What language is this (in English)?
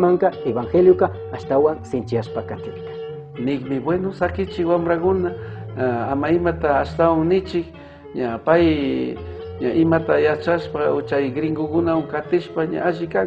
Chimborazo Highland Quichua